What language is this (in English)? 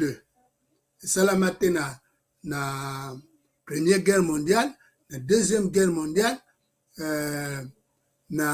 Lingala